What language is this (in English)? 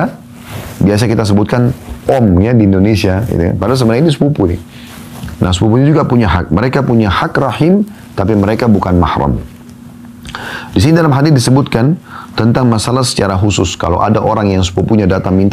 Indonesian